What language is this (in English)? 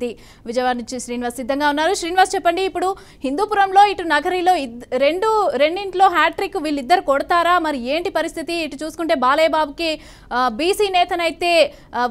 Telugu